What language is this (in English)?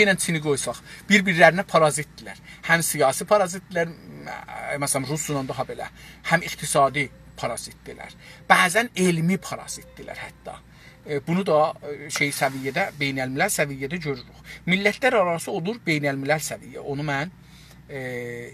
South Azerbaijani